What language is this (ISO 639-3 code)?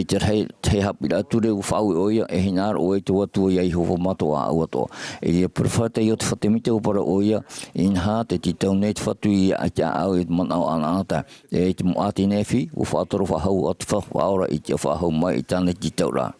tah